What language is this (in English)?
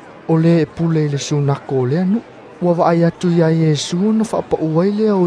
Samoan